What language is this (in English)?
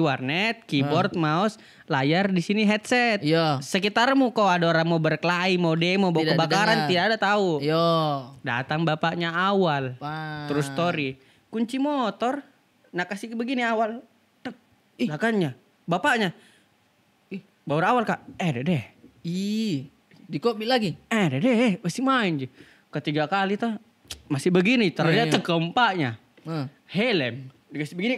Makassar Malay